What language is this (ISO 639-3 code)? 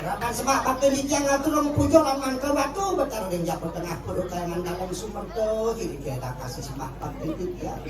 ban